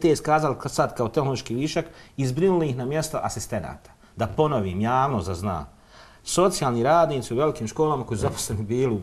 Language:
Bosnian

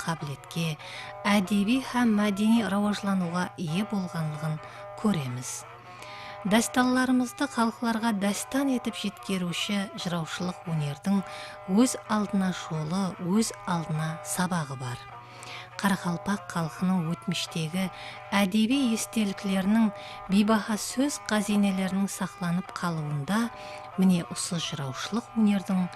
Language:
Kara-Kalpak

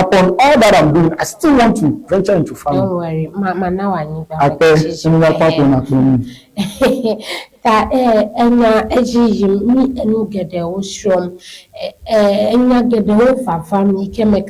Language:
Ewe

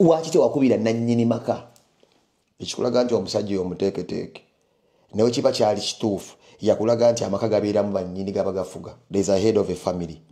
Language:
Ganda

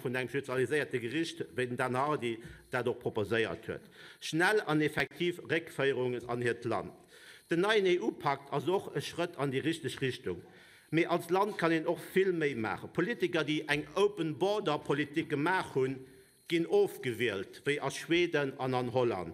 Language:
Luxembourgish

